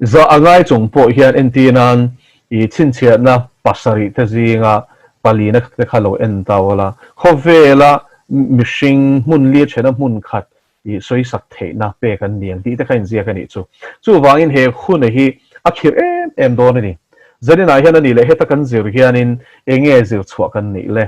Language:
Mizo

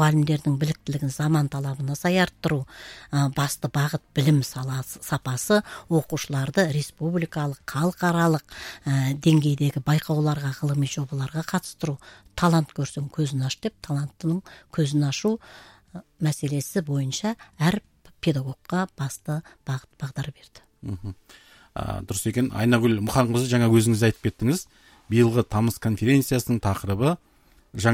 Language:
Kazakh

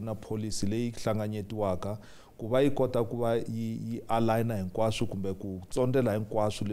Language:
Tsonga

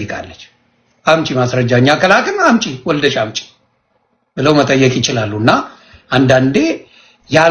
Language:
Amharic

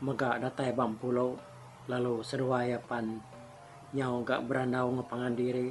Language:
Iban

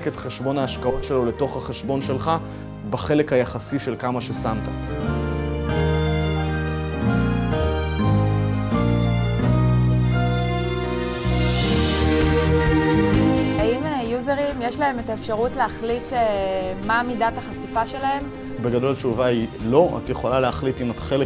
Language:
Hebrew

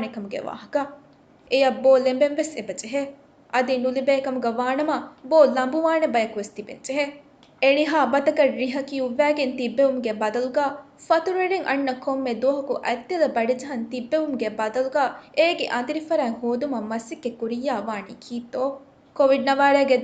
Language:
Divehi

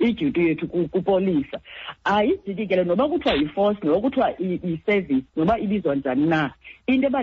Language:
Xhosa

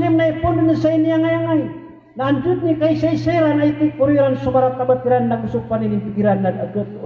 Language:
Maranao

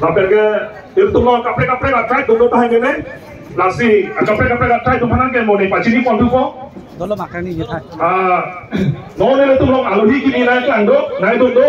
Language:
Karbi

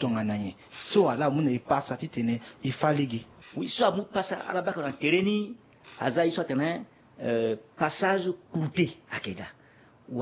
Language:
Sango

